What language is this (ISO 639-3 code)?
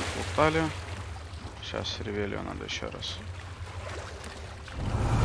rus